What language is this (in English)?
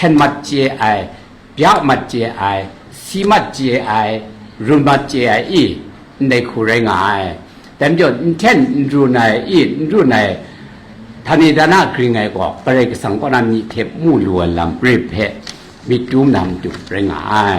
Kachin